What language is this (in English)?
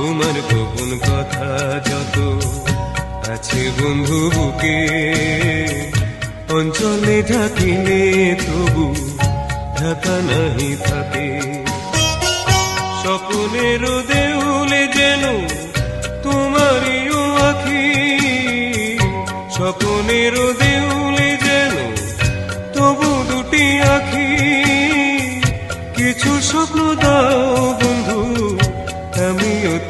Bangla